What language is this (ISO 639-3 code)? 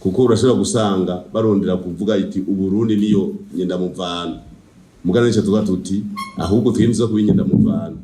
run